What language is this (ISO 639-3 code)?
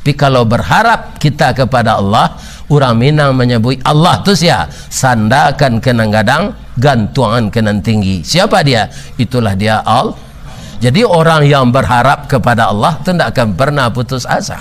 min